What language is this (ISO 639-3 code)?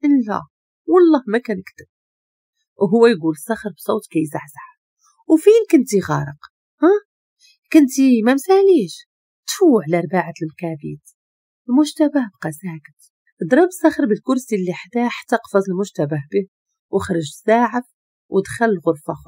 ary